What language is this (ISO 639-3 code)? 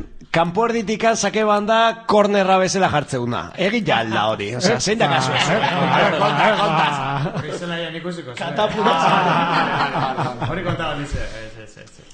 eus